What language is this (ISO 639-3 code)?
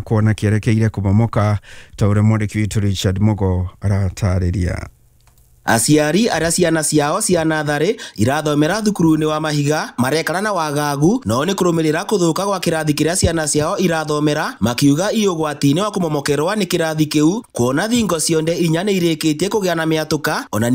kik